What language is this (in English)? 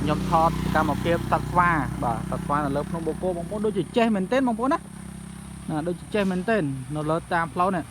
Khmer